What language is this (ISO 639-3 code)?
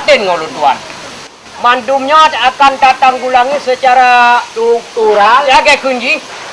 ace